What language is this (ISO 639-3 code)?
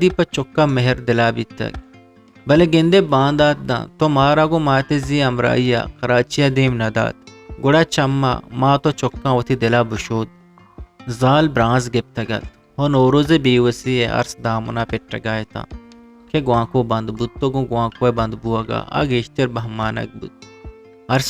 bgp